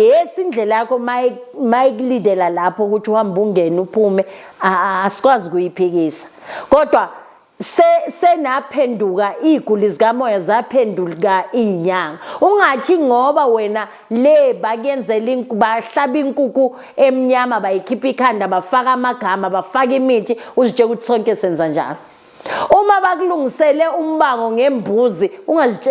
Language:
Zulu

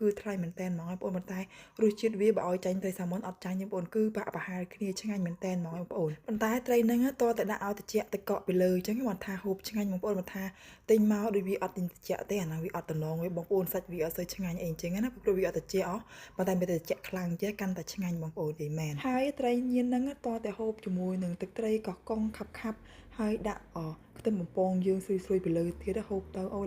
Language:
Khmer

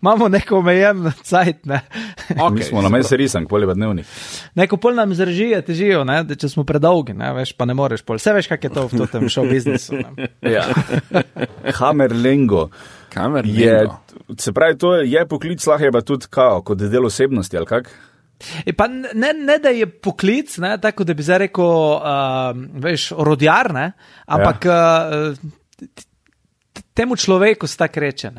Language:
Slovenian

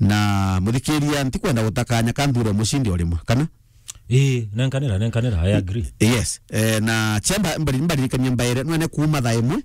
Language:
Meru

